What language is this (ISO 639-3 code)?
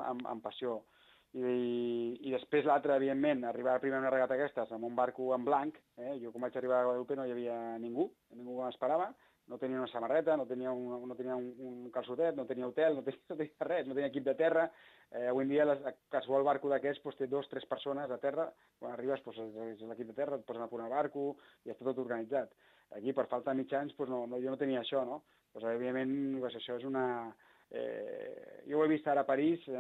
cat